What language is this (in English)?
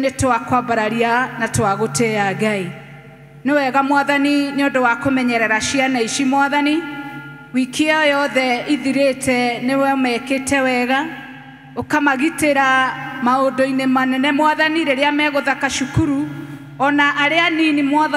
Kikuyu